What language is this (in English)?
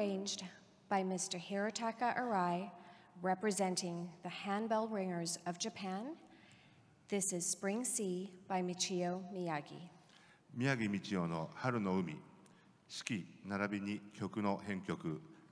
English